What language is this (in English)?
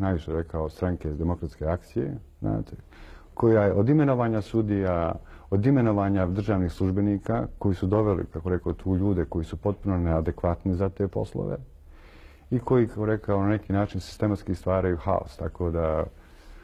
Croatian